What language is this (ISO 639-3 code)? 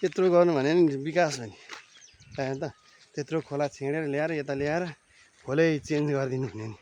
nep